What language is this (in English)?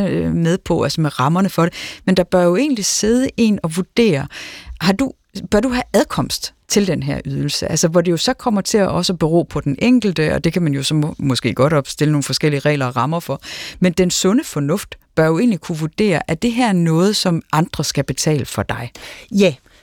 Danish